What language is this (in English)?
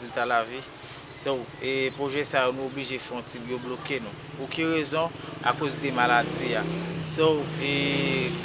Haitian Creole